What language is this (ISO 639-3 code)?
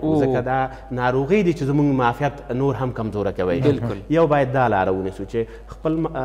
pus